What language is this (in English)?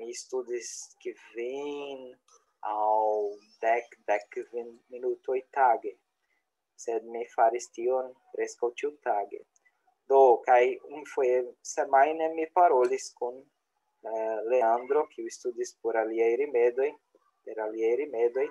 Esperanto